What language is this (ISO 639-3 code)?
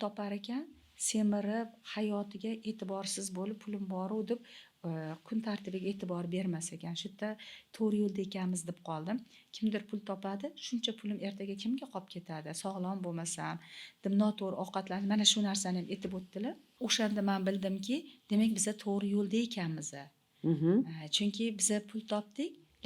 uzb